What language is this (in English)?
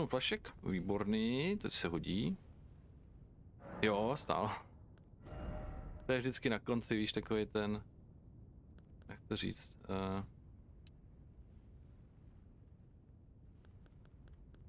Czech